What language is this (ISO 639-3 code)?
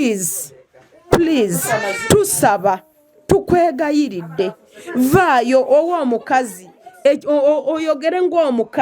lug